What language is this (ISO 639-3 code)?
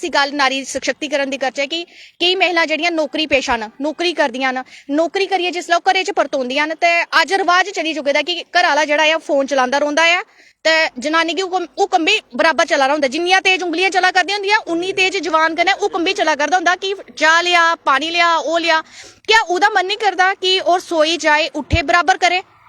doi